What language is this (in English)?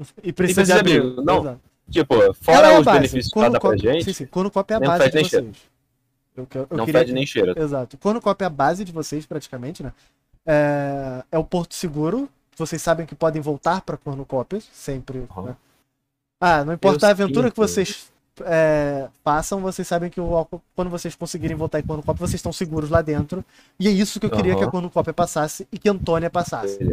Portuguese